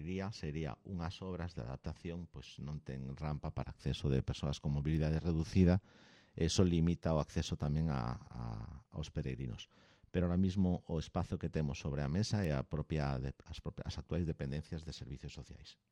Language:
Galician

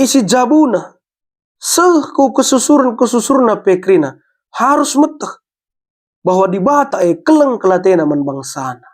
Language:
Batak Karo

